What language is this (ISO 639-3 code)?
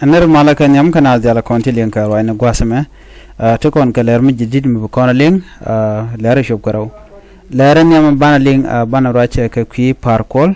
nus